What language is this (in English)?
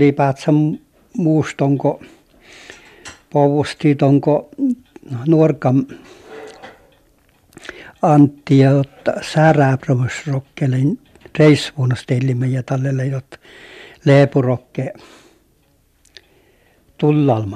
Finnish